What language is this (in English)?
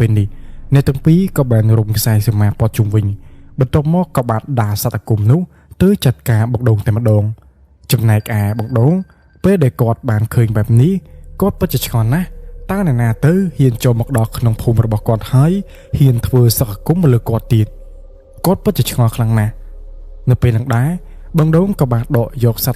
Khmer